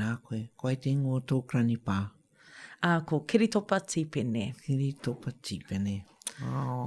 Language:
Māori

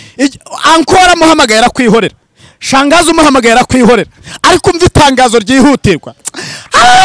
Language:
Kinyarwanda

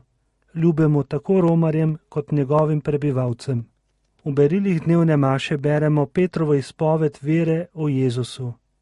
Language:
Slovenian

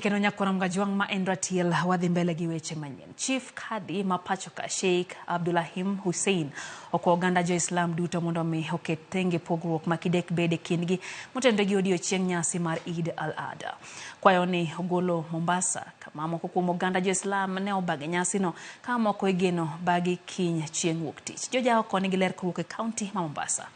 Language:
Luo (Kenya and Tanzania)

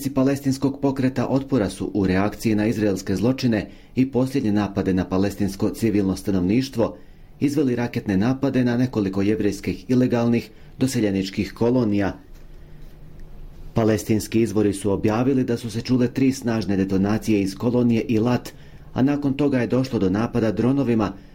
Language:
Bosnian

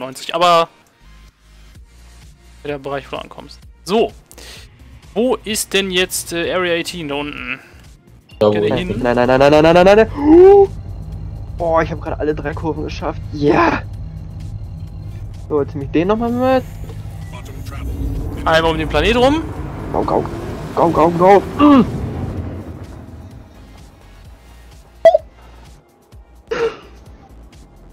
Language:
German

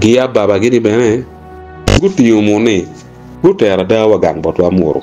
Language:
Acoli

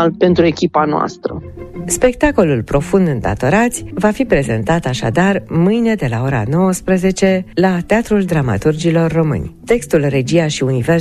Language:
Romanian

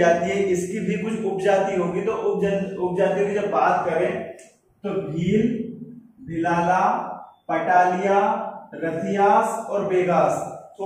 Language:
Hindi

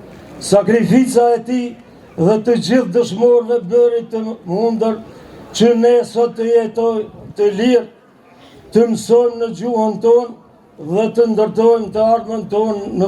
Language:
Albanian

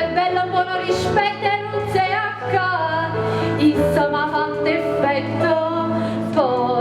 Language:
Neapolitan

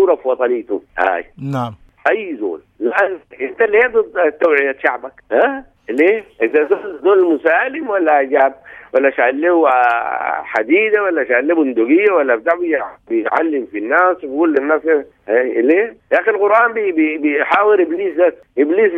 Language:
Sudanese Arabic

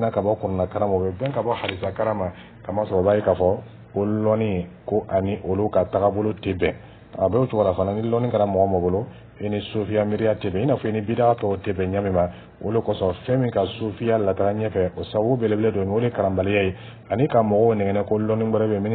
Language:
Dyula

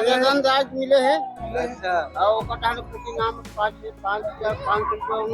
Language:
Chhattisgarhi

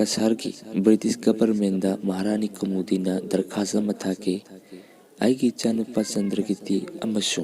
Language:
Manipuri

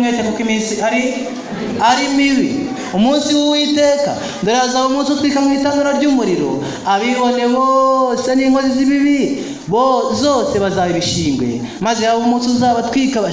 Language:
Kinyarwanda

